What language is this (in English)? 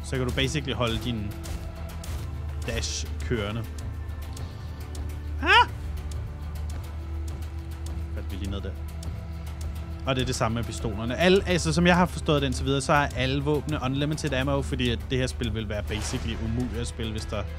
Danish